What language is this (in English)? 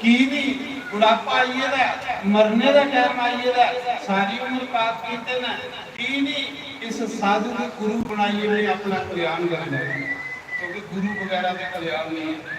Dogri